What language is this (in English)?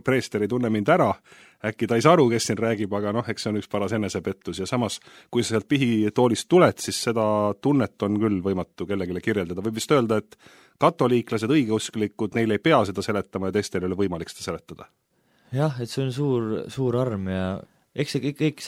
Estonian